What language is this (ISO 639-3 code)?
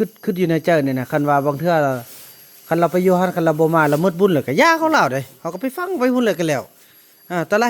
tts